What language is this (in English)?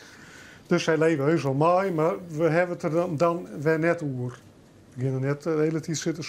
Western Frisian